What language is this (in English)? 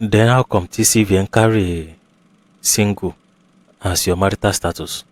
Yoruba